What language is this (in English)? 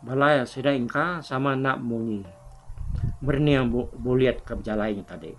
Iban